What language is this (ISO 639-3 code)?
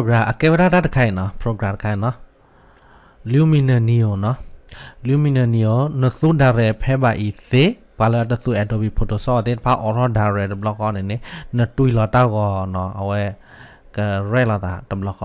ksw